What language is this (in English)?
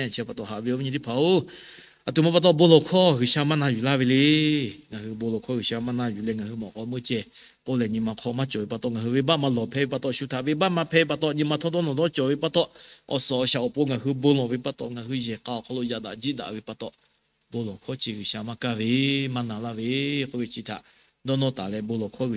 Lahu